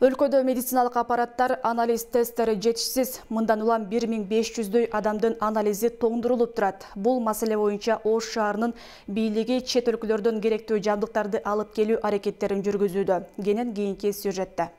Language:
Kyrgyz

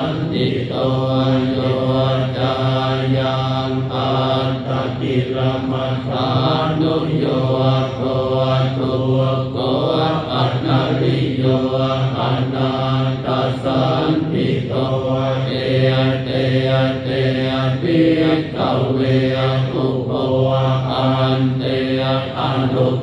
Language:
Pali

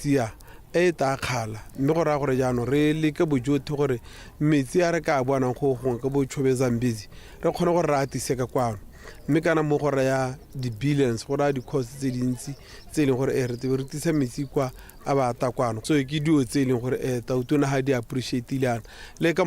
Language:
Tswana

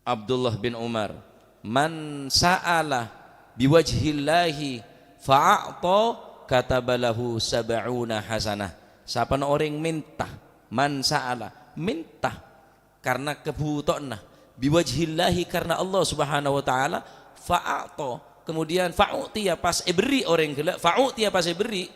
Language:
Madurese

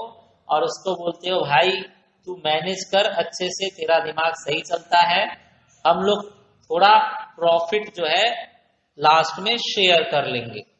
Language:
Hindi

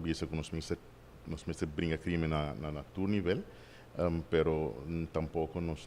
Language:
Papiamento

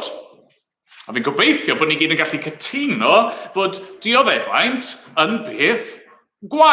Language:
Welsh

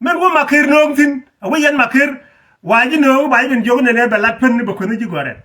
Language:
Nuer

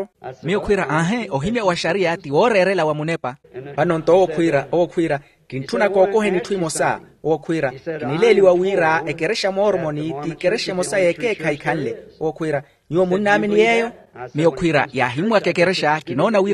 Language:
Makhuwa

